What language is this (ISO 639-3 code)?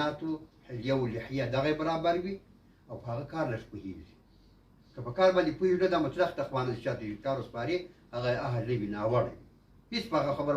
pus